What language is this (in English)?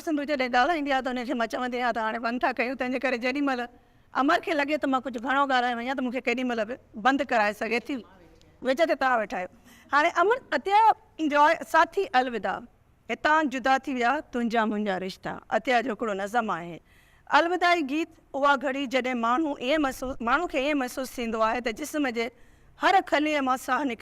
Sindhi